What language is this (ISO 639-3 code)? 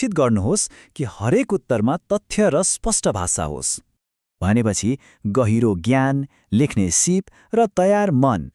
nep